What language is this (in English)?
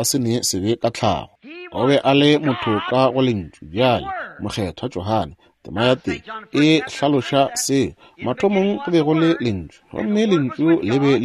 Northern Sotho